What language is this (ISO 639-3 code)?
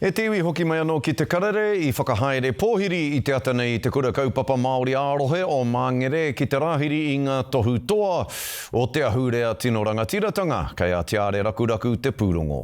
mri